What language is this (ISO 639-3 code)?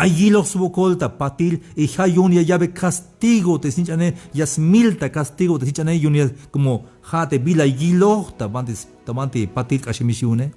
tzh